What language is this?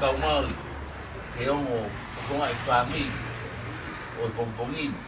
Tongan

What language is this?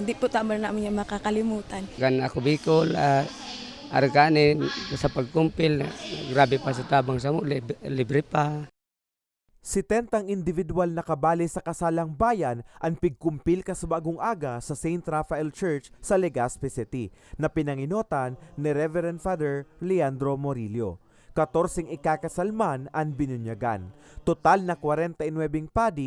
Bikol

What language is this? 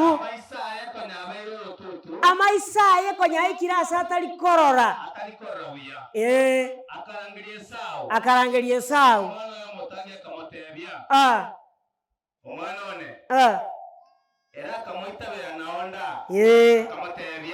Gusii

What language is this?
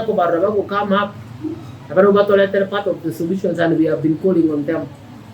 Gusii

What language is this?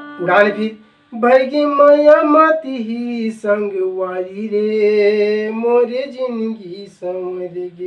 Chhattisgarhi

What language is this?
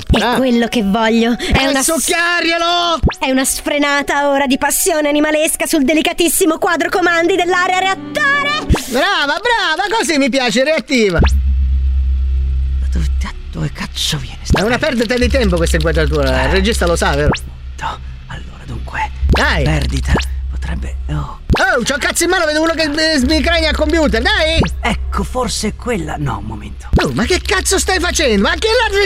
Italian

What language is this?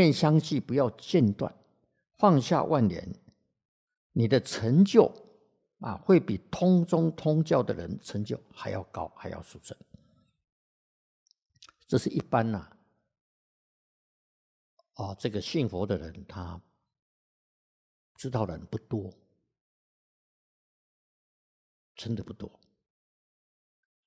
Chinese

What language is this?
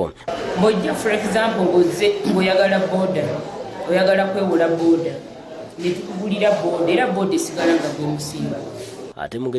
Ganda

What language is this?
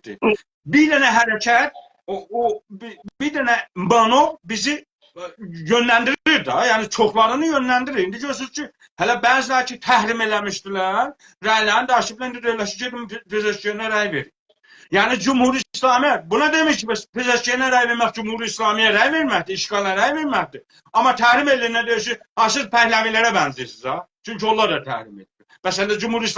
South Azerbaijani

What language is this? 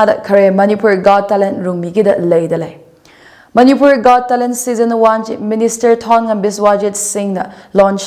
Tangkhul Naga (India)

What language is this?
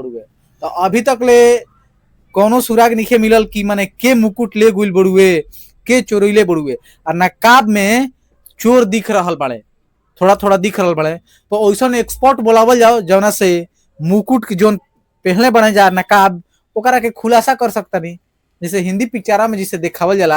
Bhojpuri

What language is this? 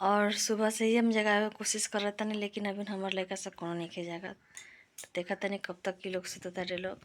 Bhojpuri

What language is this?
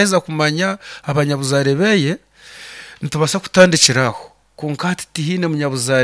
Nyoro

